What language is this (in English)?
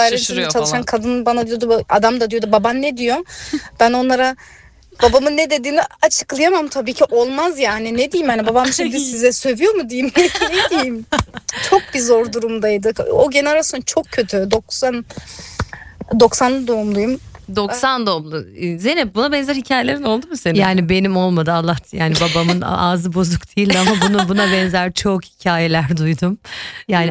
Turkish